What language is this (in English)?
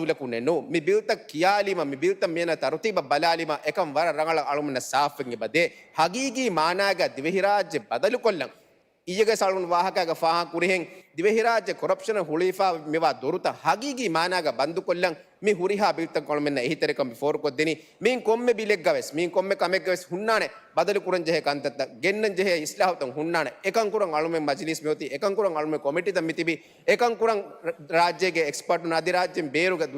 Divehi